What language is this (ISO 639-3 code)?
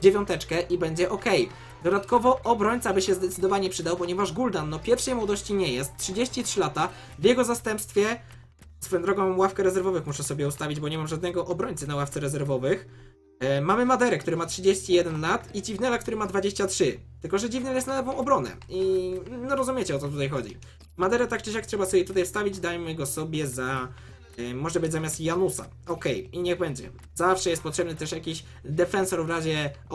pol